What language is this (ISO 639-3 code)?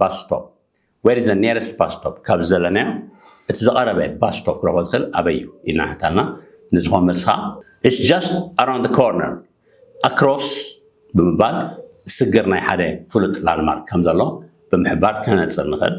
tir